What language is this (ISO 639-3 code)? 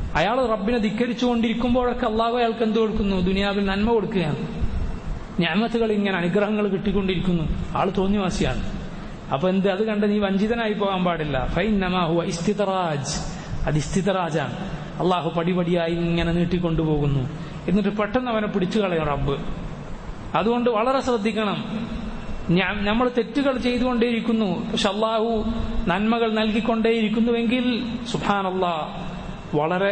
mal